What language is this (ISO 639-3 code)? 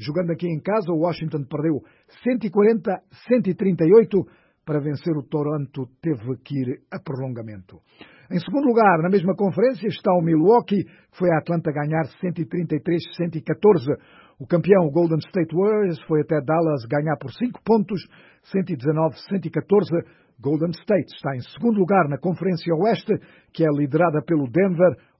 por